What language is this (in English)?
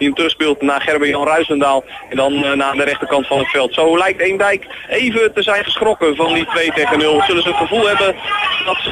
Dutch